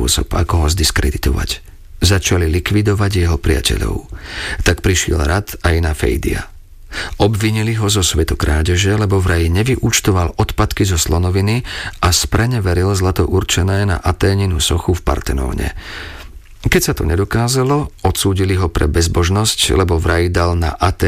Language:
Slovak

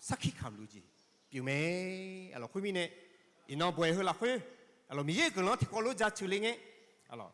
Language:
Akha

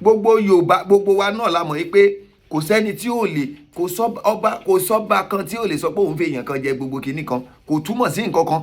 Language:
Yoruba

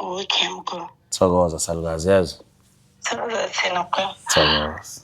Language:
Zulu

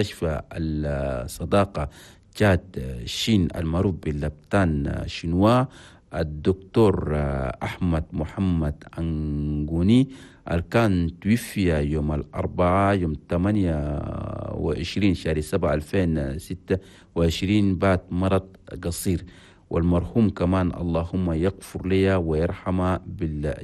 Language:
Chadian Arabic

